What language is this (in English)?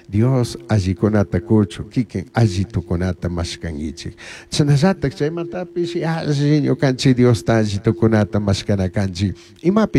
Chimborazo Highland Quichua